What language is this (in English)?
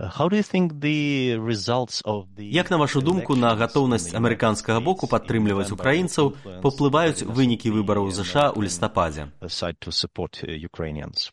Belarusian